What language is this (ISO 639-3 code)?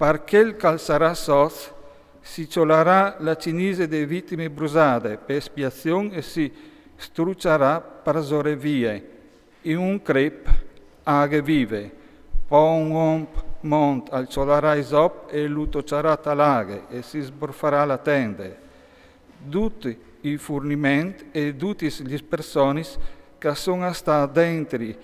fur